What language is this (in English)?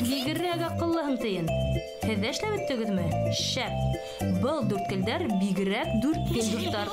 Bashkir